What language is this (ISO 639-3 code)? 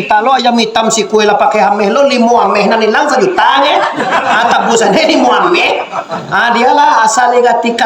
min